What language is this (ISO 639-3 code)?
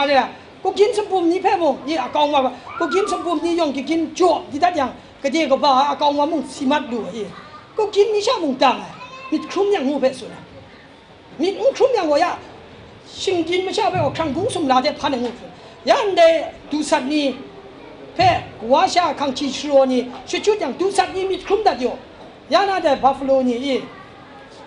kac